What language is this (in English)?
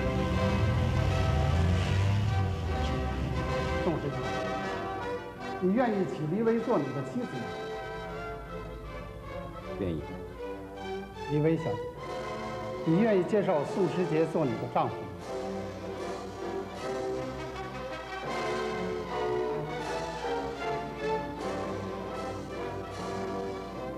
Chinese